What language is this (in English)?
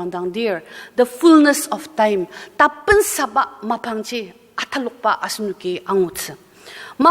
Ao Naga